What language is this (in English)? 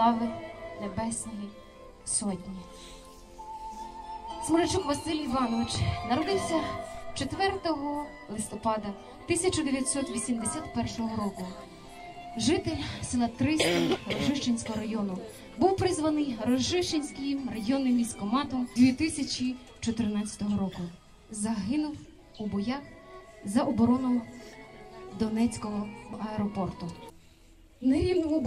Ukrainian